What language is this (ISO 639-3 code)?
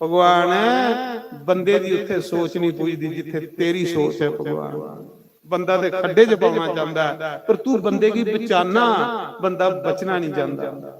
doi